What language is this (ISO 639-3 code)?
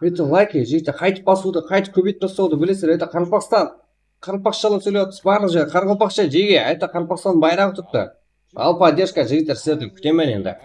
kaa